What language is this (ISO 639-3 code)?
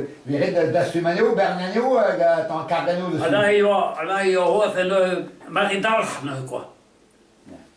bre